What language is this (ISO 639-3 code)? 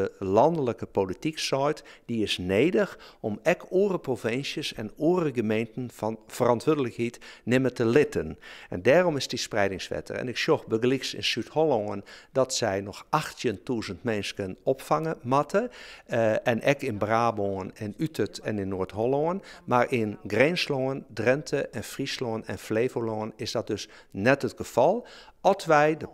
fry